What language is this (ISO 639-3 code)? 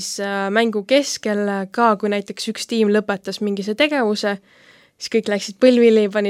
est